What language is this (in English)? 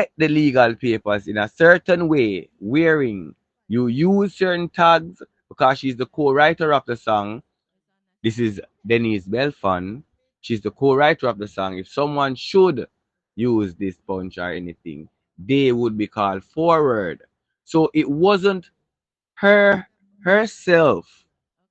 Jamaican Creole English